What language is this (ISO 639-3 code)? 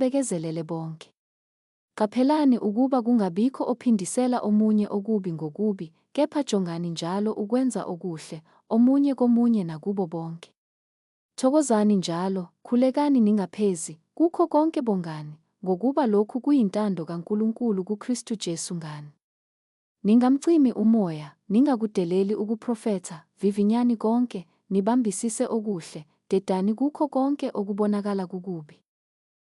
zul